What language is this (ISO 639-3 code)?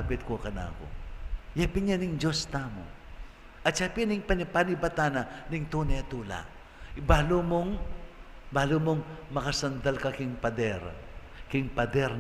pam